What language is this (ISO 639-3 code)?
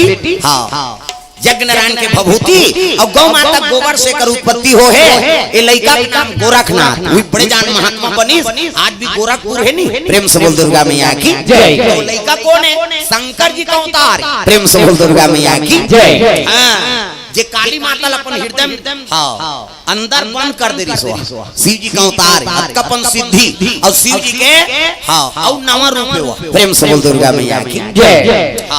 hne